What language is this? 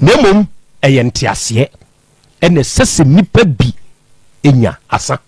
Akan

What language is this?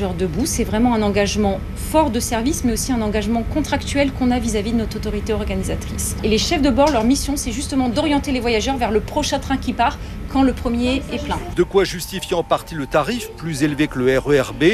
French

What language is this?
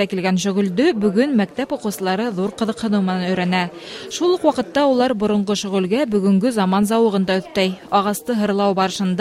Bashkir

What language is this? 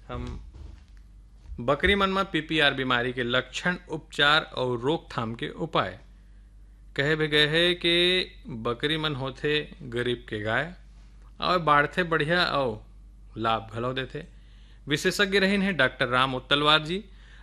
Chhattisgarhi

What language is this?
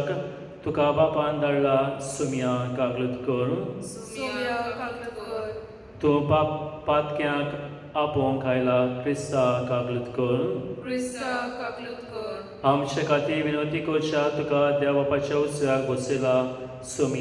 Konkani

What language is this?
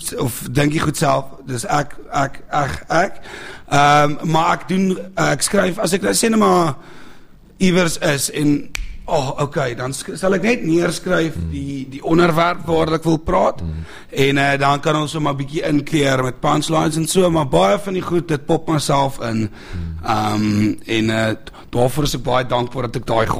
Afrikaans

